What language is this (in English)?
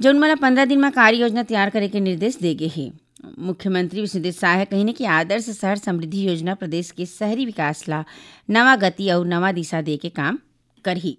Chhattisgarhi